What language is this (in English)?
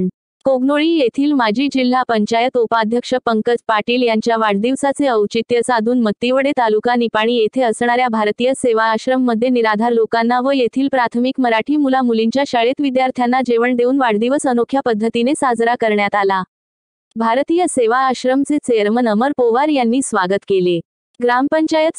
Marathi